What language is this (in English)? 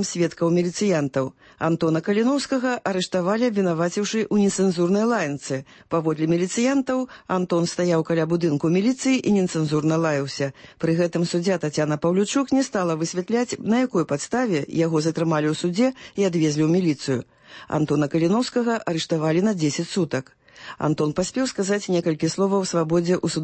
Belarusian